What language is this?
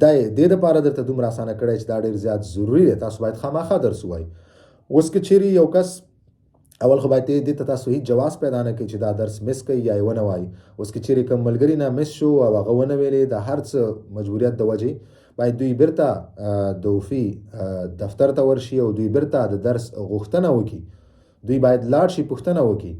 Pashto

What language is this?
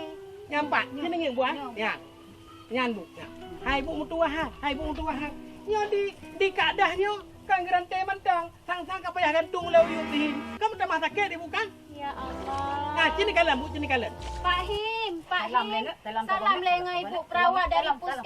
Achinese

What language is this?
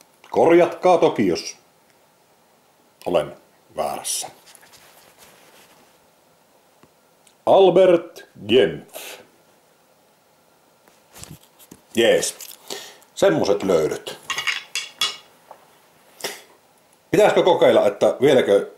Finnish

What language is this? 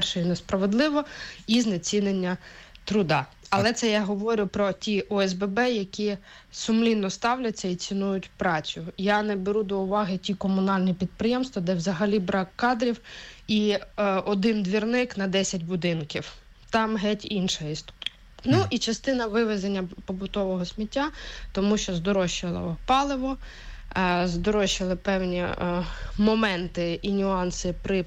Ukrainian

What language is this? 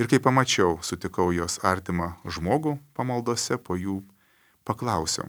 Lithuanian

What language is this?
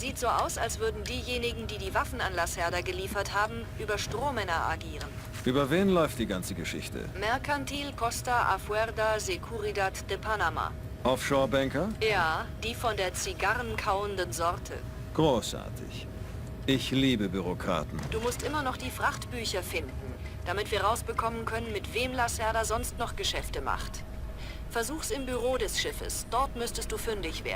Bavarian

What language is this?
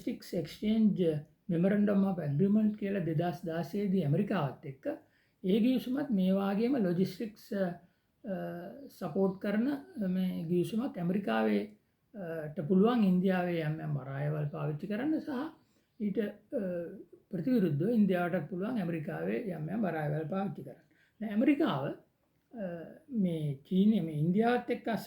Sinhala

